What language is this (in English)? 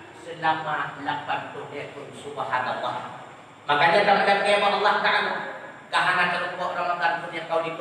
Achinese